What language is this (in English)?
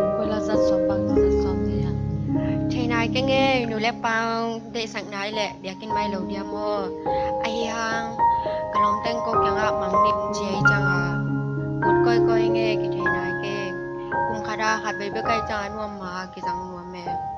Tedim Chin